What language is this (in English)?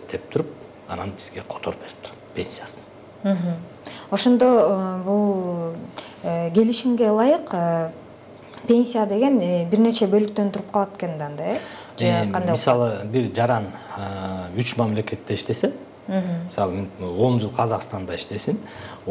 Kyrgyz